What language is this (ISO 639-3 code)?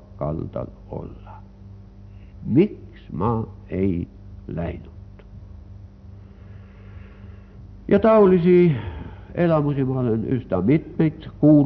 est